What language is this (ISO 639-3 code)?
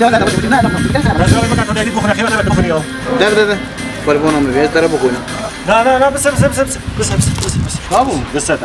kur